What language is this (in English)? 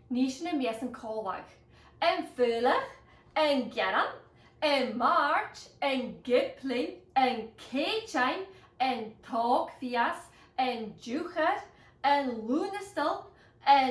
Scottish Gaelic